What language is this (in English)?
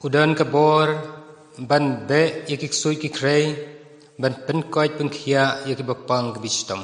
Khasi